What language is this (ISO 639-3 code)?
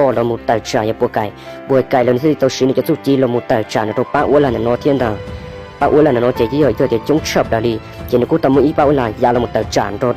hmn